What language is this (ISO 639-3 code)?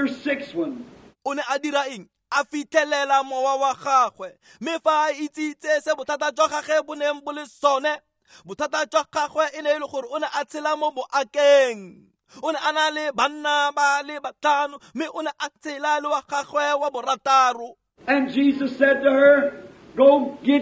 tsn